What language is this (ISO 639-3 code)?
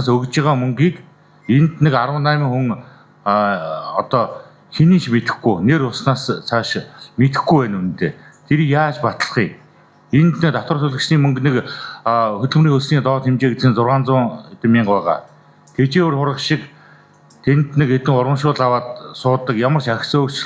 mon